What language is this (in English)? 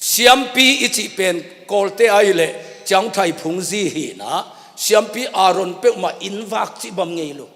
Tedim Chin